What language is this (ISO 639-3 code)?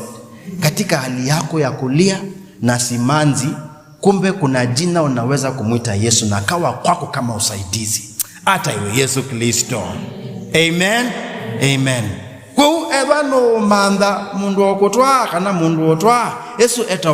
kam